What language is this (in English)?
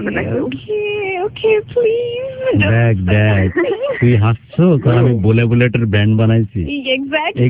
Bangla